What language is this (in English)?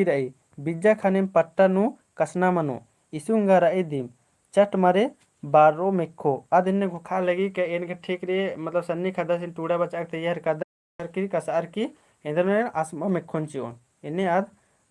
Kurukh